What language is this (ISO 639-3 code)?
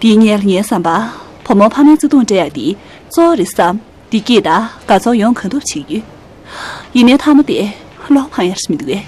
bod